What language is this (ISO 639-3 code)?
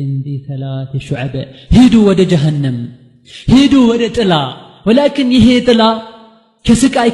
amh